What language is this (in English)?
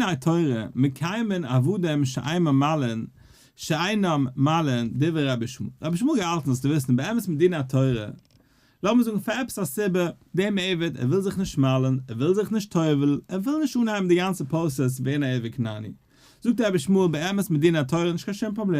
Yiddish